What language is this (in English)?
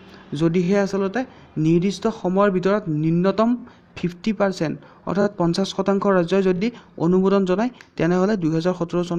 Assamese